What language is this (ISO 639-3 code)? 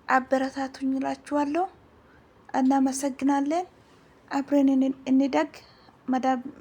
amh